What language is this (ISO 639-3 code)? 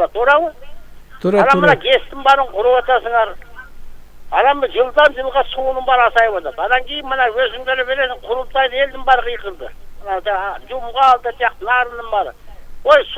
kir